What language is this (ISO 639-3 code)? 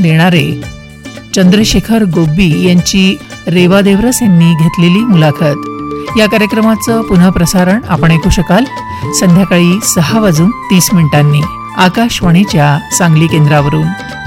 mar